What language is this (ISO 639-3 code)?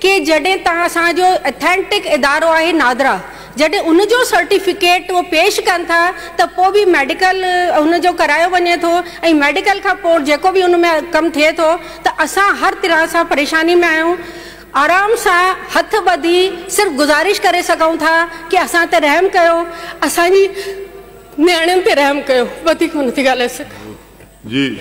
snd